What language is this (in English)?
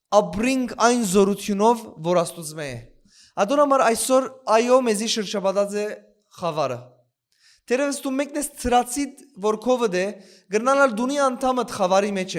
Western Armenian